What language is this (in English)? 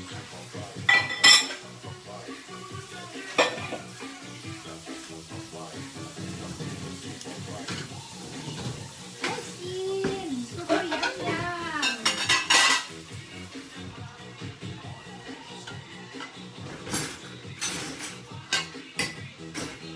Filipino